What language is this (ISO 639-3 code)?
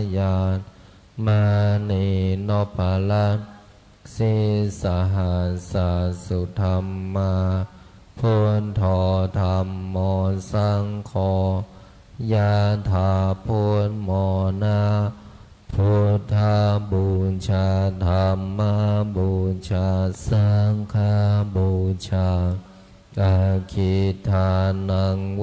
pli